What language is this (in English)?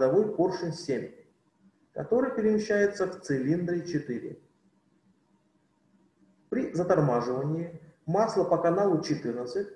Russian